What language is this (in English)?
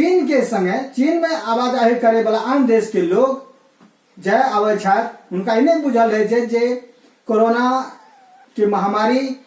Maithili